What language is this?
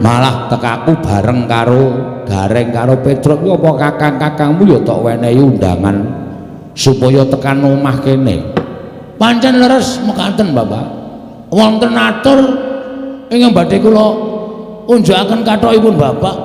Javanese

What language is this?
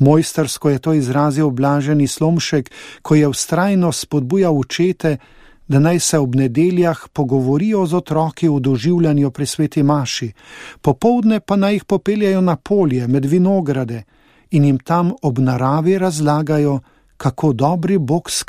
Slovenian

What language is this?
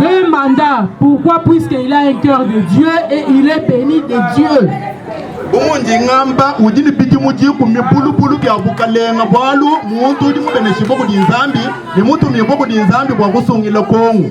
Luba-Lulua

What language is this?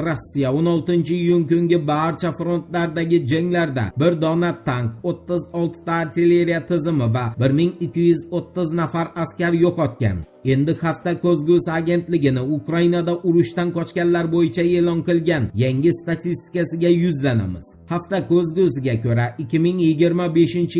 Uzbek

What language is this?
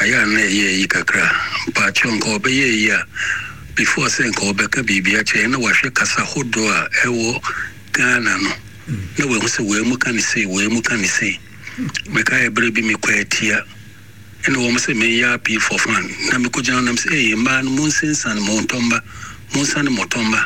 Akan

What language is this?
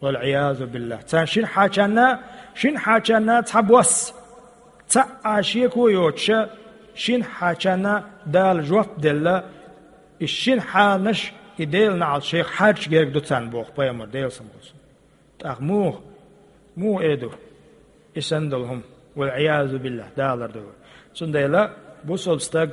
Chechen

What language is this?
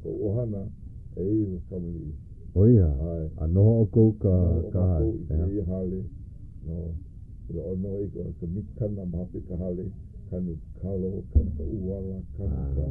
Hawaiian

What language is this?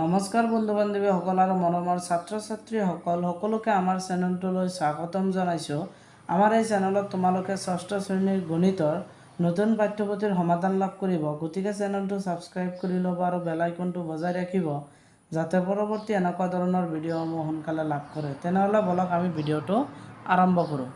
Assamese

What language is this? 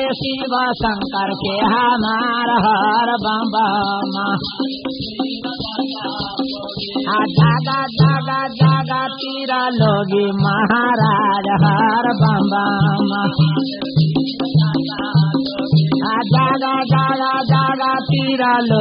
Bhojpuri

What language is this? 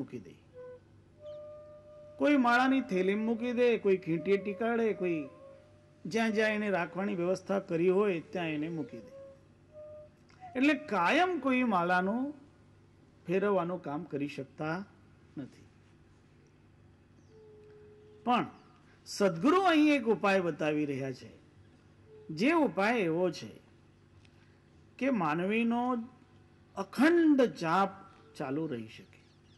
Gujarati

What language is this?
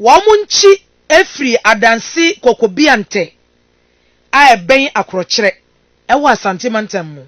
Akan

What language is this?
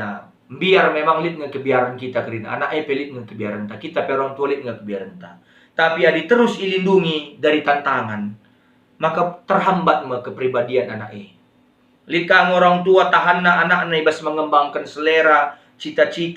Batak Karo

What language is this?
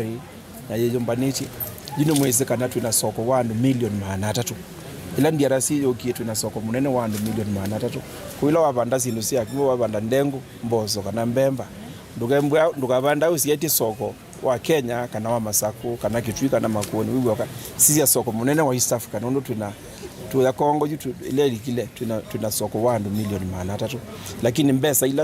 Kamba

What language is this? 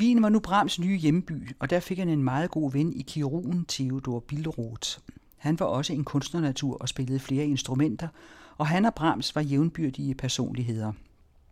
Danish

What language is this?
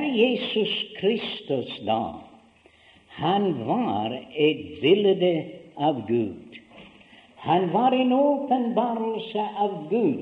Norwegian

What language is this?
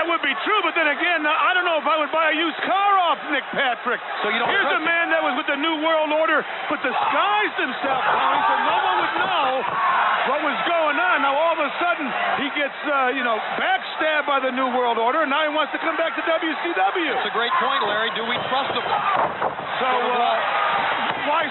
English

